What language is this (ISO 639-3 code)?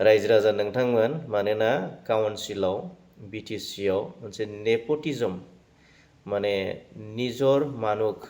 brx